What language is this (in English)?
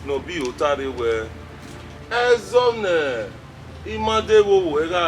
Bini